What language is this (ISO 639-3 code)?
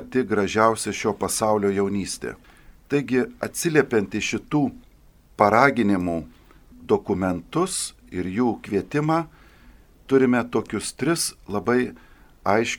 lit